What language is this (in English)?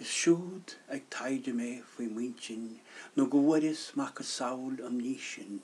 Irish